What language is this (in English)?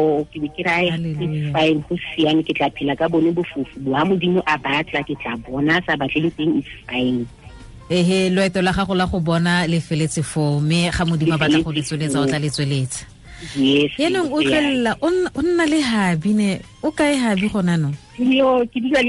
Tswana